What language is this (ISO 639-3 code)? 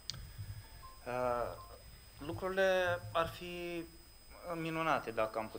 ron